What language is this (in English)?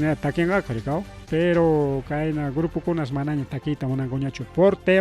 Ayacucho Quechua